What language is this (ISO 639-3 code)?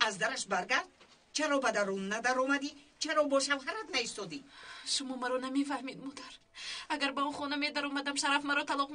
tgk